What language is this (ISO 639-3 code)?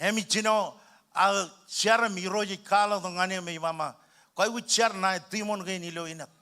mah